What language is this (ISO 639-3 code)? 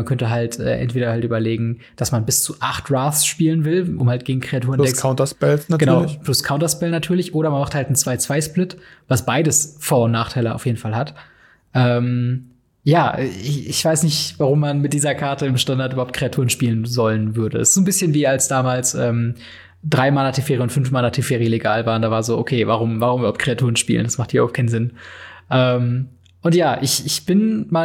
deu